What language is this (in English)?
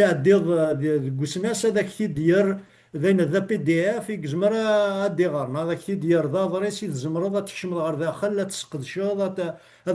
Kabyle